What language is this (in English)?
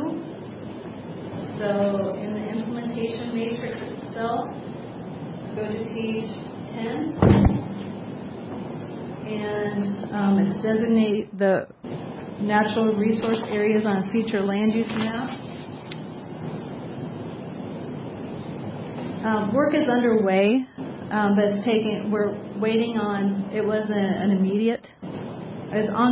English